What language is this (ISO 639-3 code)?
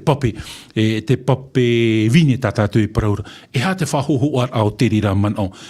tah